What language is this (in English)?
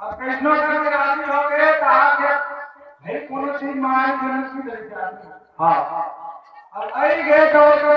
Chhattisgarhi